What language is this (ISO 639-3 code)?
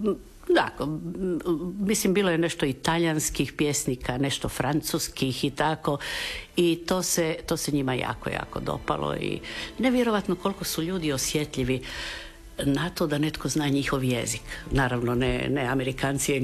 hrv